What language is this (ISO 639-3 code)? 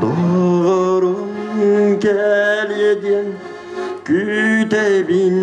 sah